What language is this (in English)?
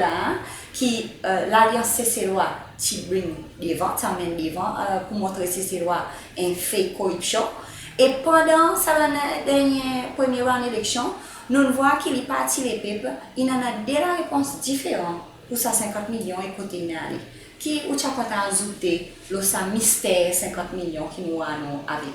Seselwa Creole French